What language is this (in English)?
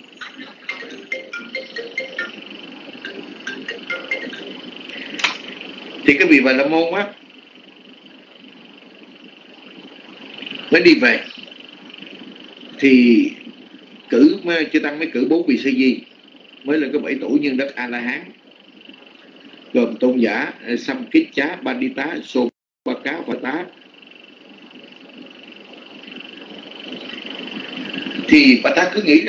Vietnamese